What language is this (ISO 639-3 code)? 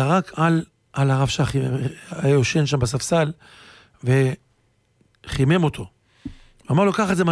heb